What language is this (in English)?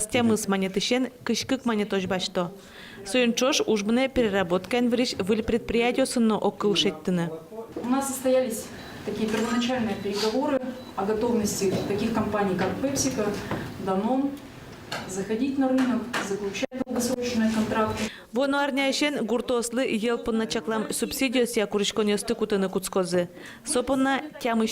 Udmurt